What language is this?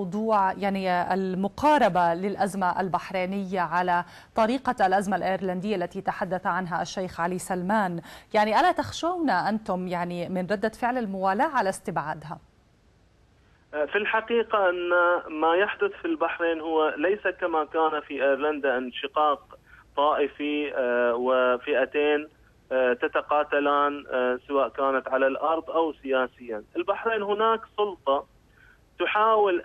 Arabic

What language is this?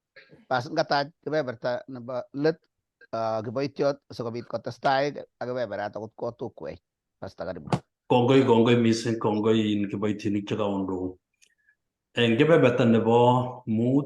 Kalenjin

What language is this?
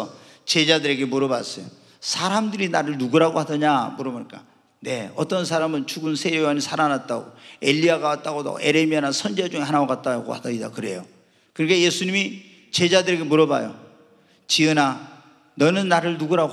Korean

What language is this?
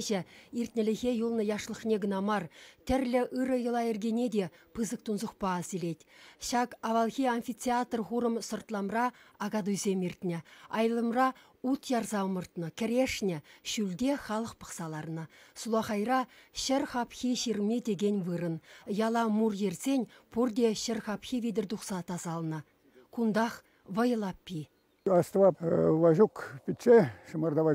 Chuvash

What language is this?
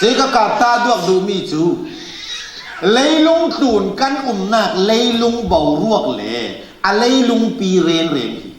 Falam Chin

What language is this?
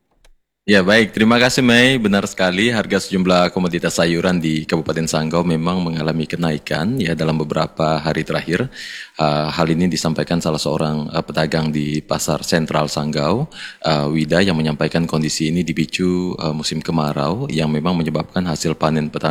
Indonesian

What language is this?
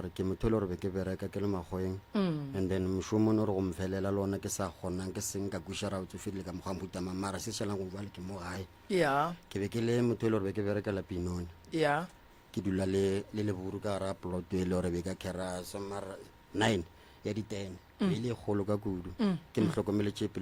Northern Sotho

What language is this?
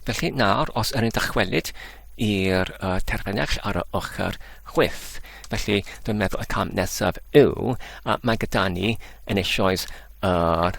Welsh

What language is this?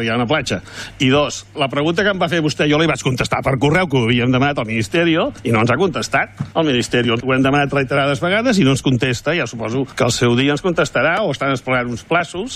Catalan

